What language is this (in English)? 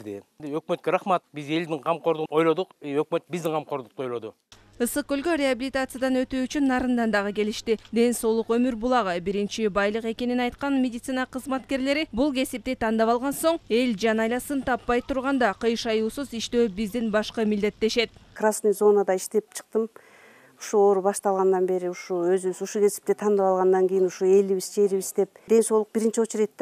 Kyrgyz